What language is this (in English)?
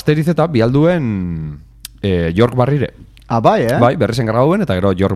Basque